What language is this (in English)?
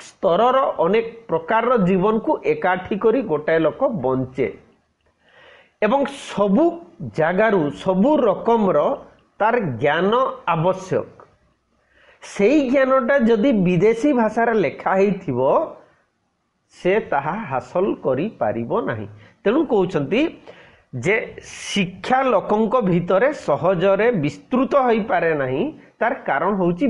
Odia